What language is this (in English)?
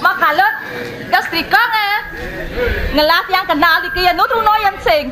Balinese